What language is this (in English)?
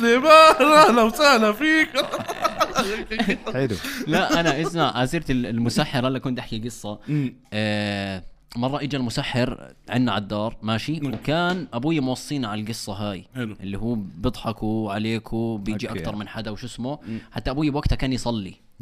North Levantine Arabic